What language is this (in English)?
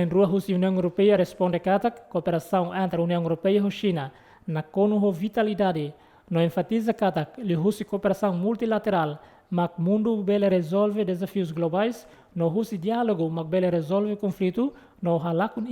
Tetum